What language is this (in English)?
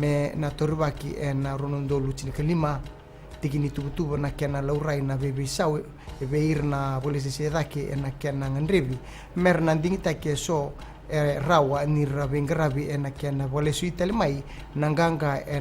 Fijian